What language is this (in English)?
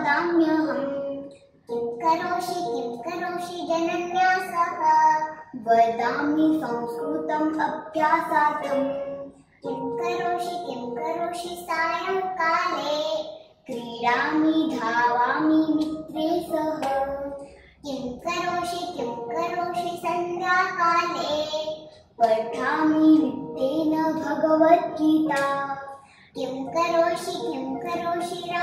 Sanskrit